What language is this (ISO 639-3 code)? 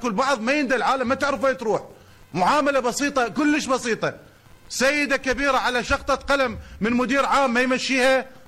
acm